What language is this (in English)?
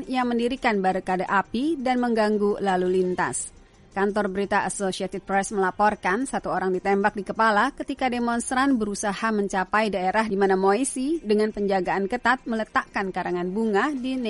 Indonesian